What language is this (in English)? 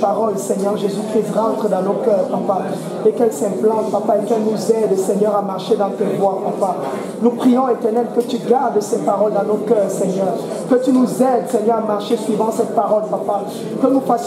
French